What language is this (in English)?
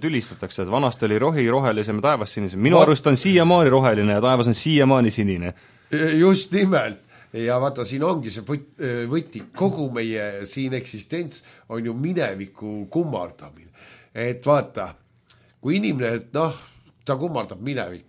Estonian